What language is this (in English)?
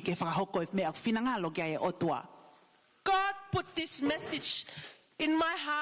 Tongan